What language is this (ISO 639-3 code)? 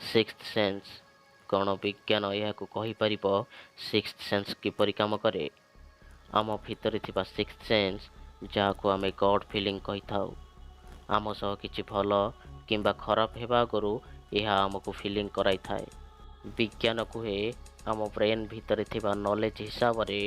ori